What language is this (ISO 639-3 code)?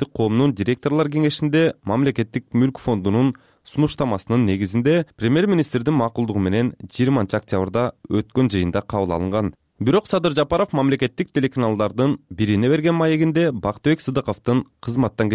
kir